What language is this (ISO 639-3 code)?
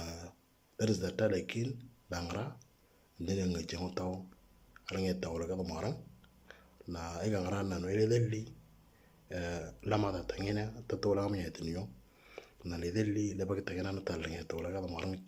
mor